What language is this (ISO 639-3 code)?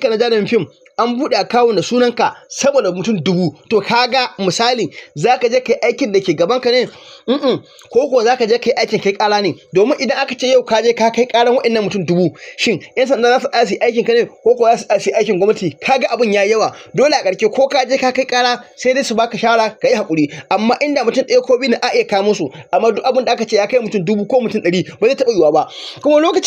hau